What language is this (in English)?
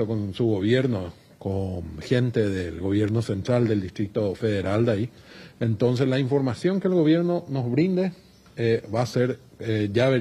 Spanish